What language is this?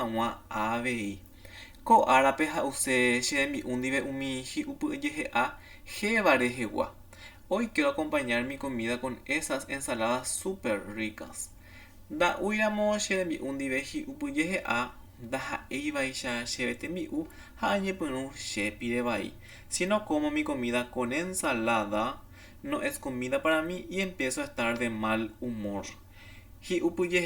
Guarani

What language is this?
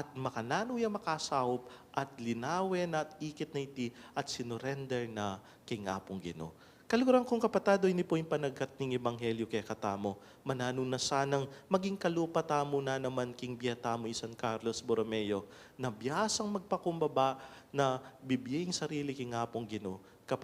Pampanga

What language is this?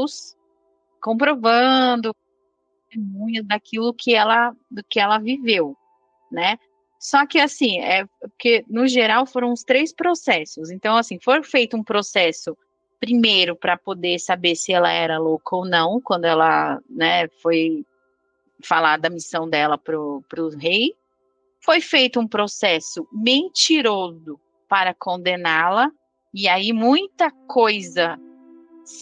Portuguese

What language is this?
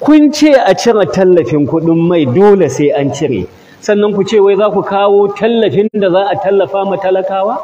Hausa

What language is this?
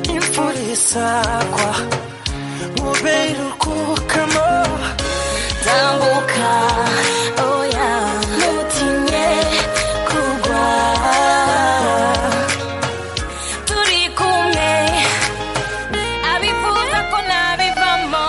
Kinyarwanda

